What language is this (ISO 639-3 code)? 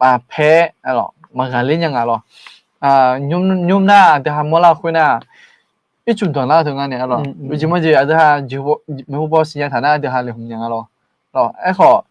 ahk